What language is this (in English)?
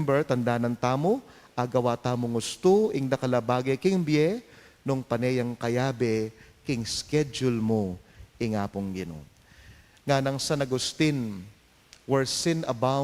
Pampanga